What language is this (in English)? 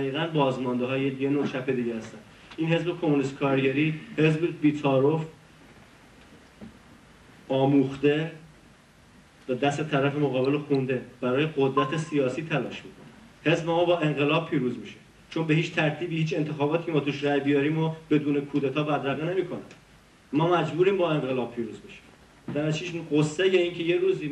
Persian